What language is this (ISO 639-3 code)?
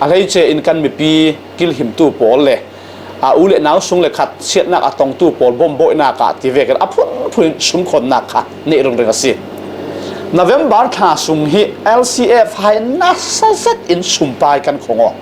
cfm